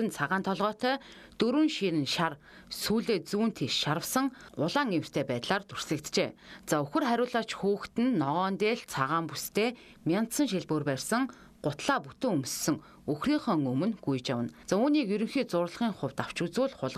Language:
Mongolian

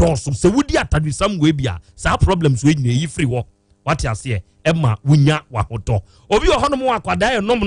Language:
Akan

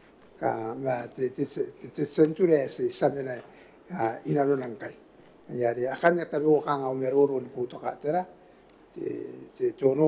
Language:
Gilbertese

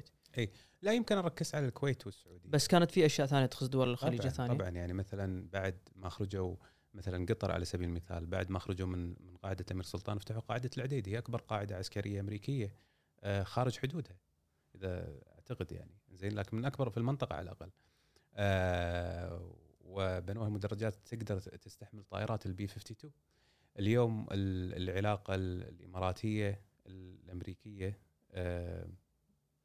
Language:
Gulf Arabic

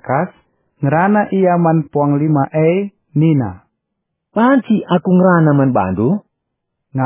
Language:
Batak Karo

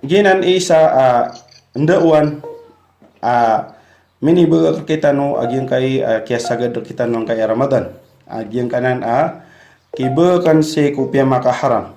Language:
Maranao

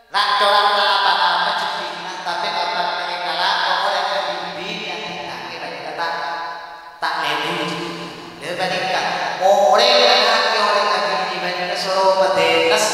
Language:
Madurese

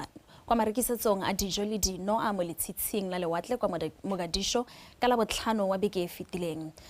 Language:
Tswana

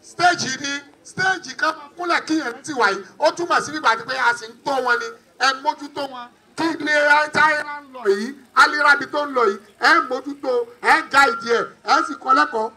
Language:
Yoruba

